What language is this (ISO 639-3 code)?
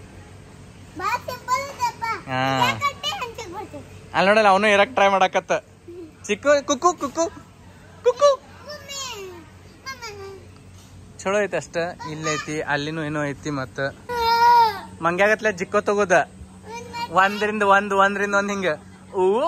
kan